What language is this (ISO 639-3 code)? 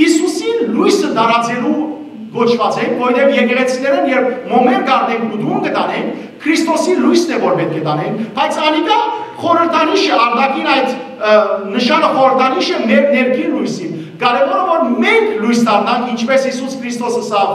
hyw